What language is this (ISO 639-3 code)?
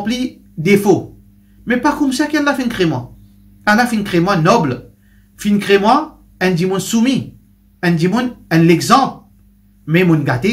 mfe